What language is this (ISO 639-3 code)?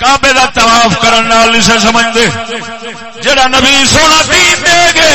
skr